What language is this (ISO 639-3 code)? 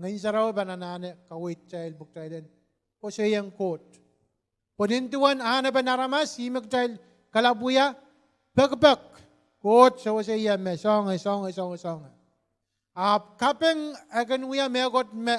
pon